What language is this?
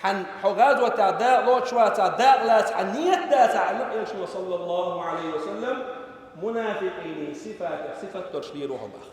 Chechen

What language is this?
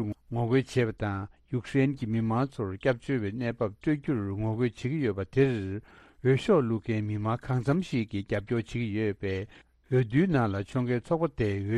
Tibetan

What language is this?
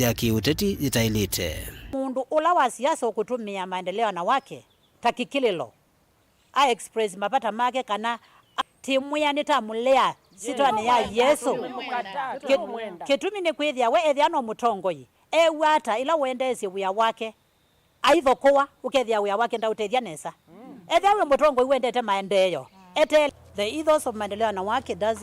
Kamba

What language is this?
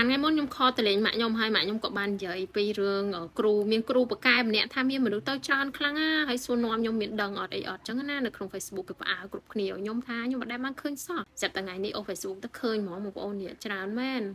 Khmer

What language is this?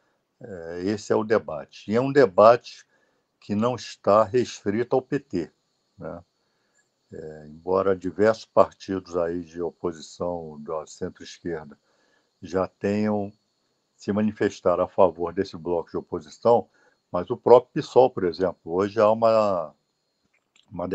Portuguese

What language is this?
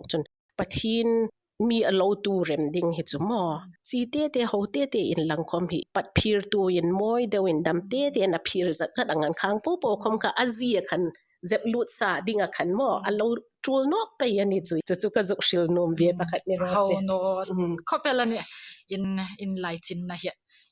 Hmar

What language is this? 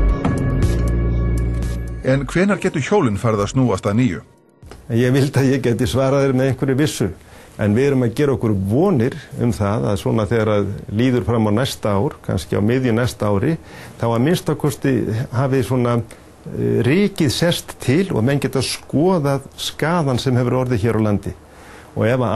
Icelandic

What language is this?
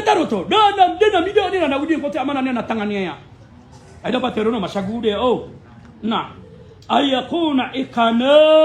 Maranao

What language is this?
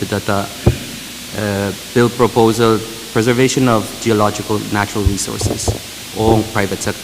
Pohnpeian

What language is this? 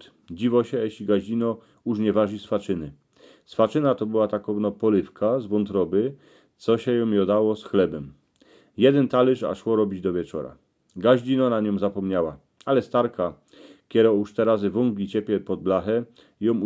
Silesian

